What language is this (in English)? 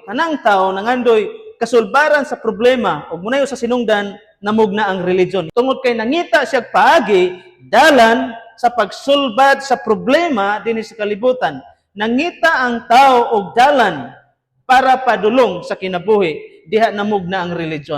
Cebuano